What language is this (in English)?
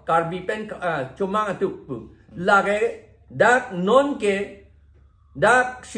Karbi